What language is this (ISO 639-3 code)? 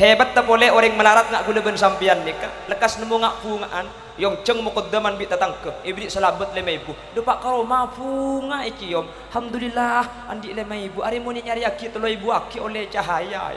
mad